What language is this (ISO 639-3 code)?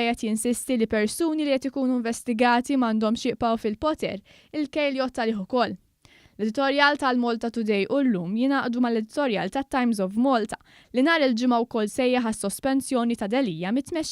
mlt